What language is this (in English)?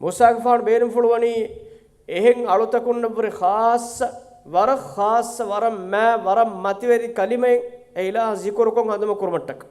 Divehi